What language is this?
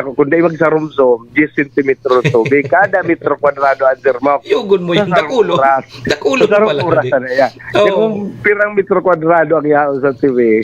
Bikol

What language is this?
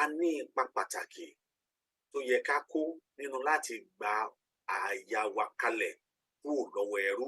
Yoruba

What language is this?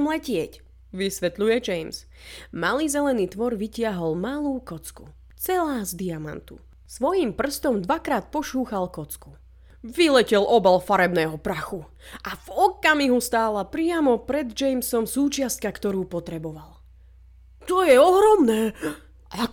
Slovak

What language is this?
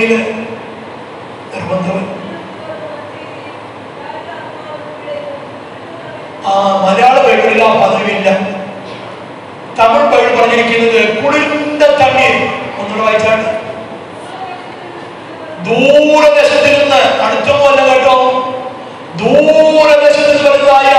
Malayalam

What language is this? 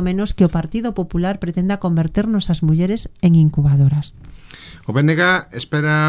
Galician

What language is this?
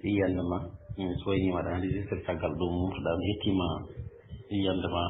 Fula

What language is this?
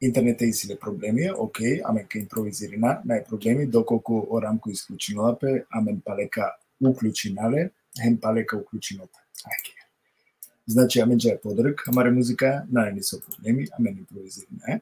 Balkan Romani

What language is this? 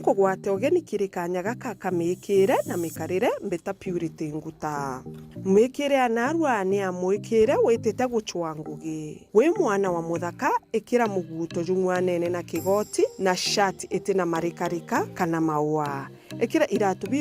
Meru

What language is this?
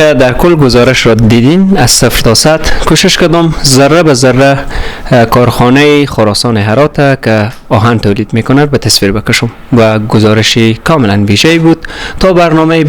Persian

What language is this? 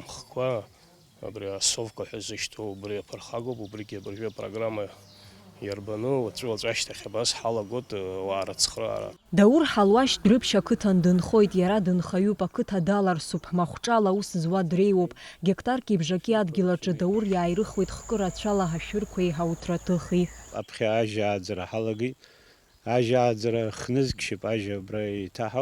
Abkhazian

